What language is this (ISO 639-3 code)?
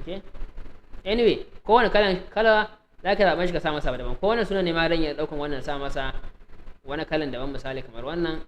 hau